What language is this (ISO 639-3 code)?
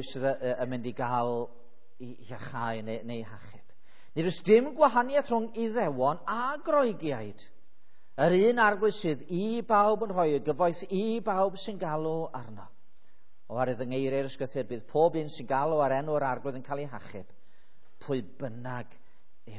cym